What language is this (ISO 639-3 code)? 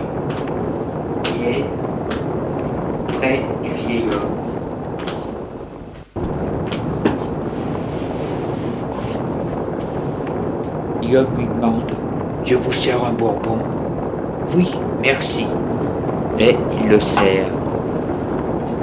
fra